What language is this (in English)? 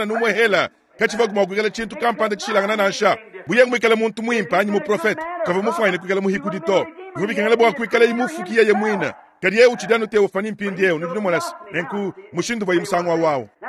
Luba-Lulua